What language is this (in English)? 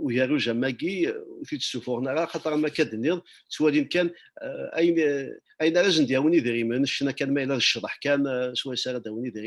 Kabyle